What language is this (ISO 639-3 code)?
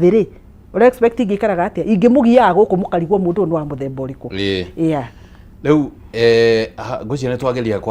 kik